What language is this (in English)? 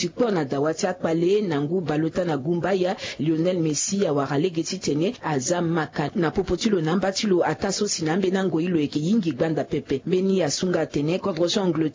Sango